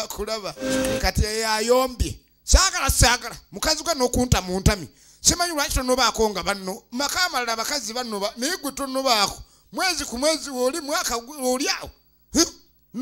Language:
Ganda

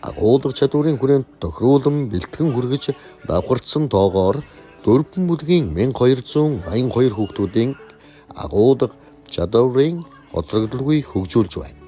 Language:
Mongolian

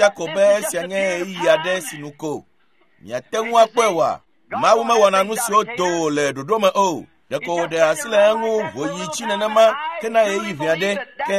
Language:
Ewe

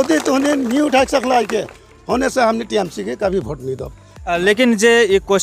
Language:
Sadri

